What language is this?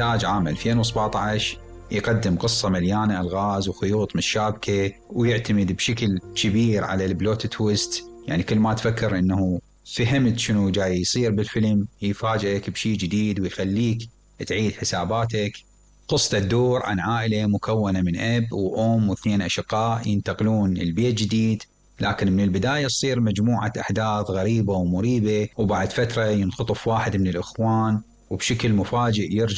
Mesopotamian Arabic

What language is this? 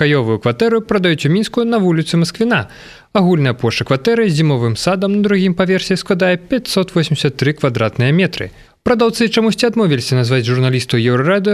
Belarusian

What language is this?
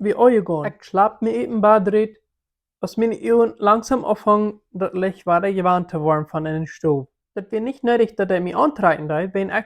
Plautdietsch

